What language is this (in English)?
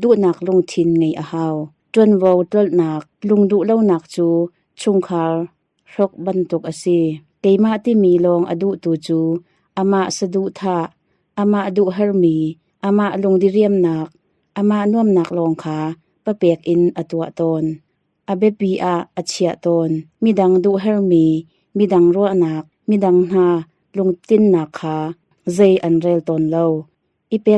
Hakha Chin